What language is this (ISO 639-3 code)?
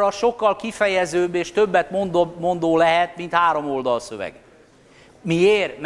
hun